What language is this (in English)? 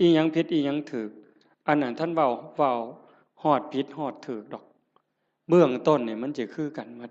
Northeastern Thai